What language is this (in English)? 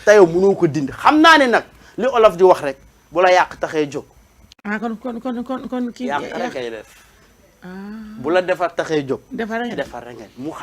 Wolof